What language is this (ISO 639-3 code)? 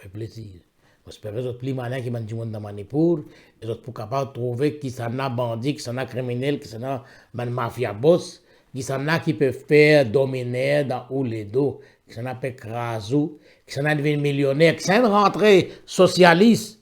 mfe